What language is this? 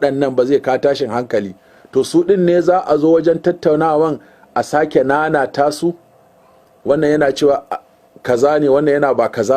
Hausa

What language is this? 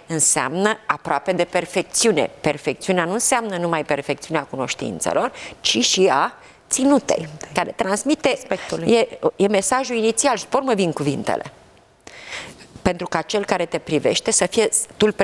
Romanian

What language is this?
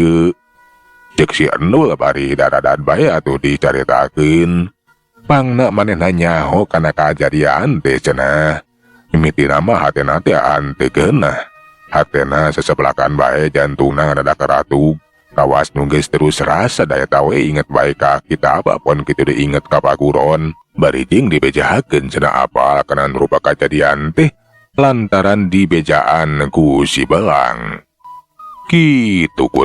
Sundanese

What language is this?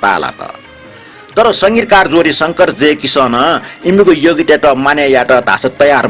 Newari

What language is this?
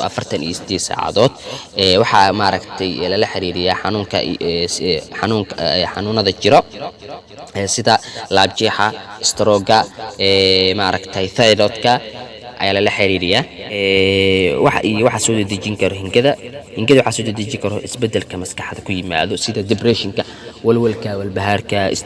Somali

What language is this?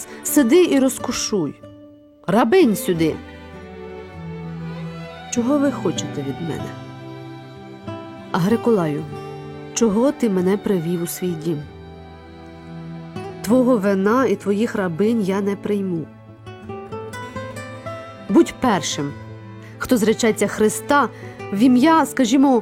Ukrainian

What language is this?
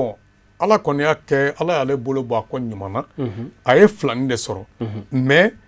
Bambara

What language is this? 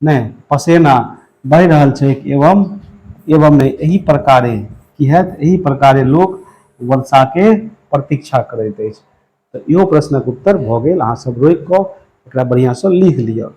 Maithili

